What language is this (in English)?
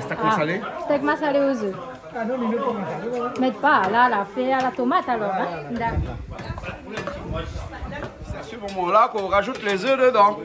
Réunion Creole French